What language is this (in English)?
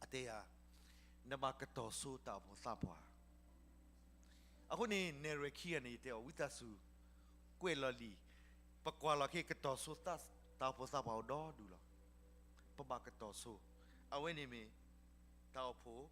S'gaw Karen